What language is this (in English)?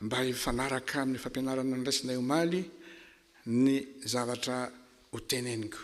Malagasy